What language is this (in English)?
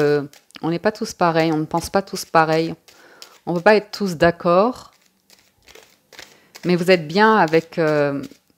French